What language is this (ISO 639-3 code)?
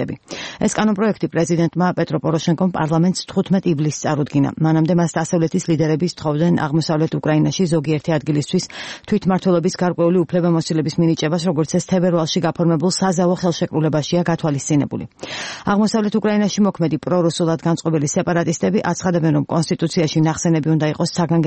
kat